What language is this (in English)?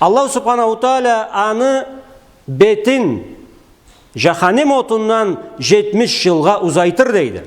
Karachay-Balkar